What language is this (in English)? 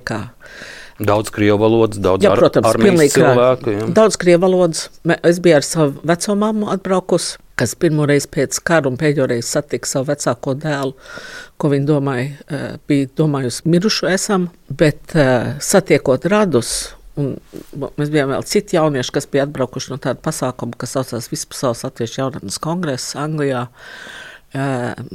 Latvian